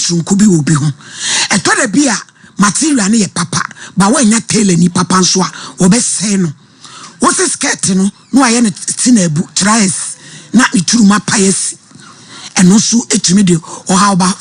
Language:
Akan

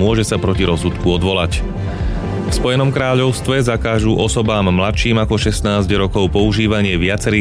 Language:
Slovak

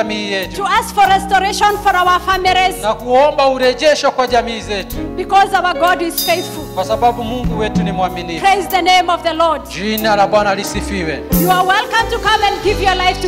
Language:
Swahili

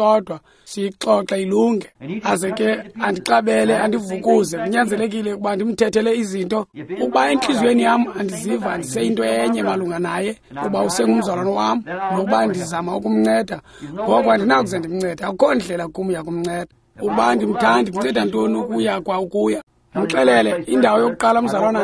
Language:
Xhosa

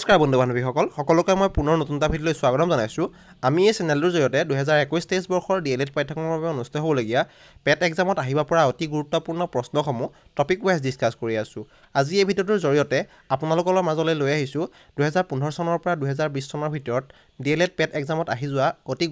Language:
Assamese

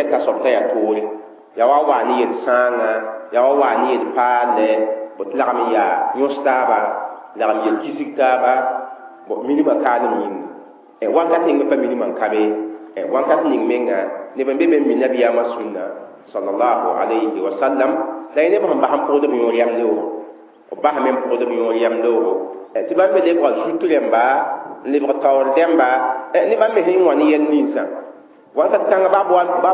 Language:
Mossi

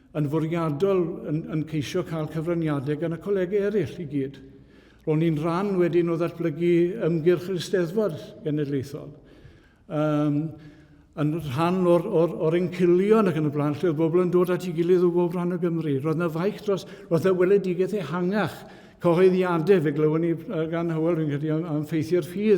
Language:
Welsh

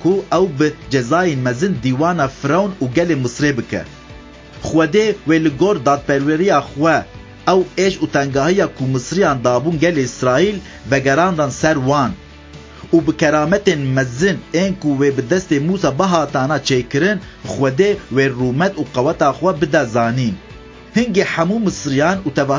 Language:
Kurdish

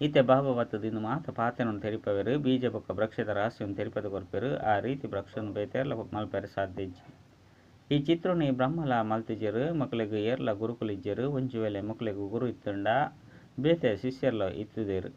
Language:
Tulu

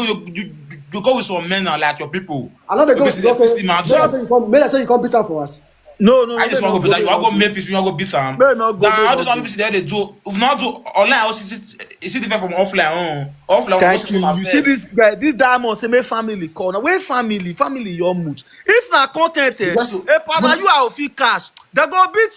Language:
Nigerian Pidgin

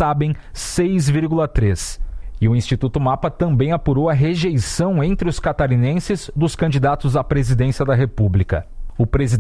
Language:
Portuguese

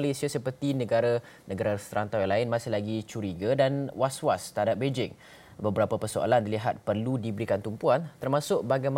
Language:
Malay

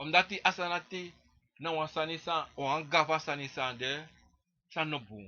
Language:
Sranan Tongo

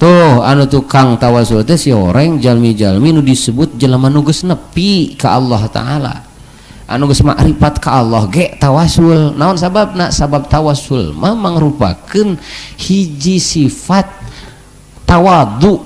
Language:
Sundanese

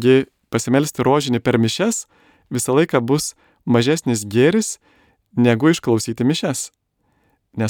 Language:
Lithuanian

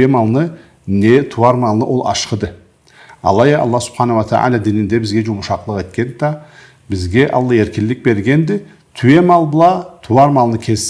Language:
Karachay-Balkar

